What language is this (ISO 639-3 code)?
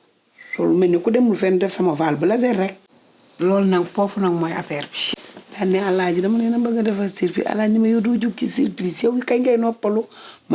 wol